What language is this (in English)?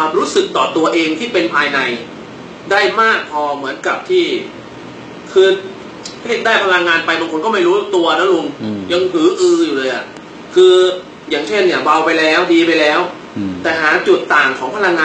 Thai